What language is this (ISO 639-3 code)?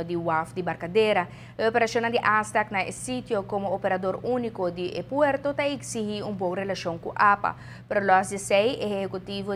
pap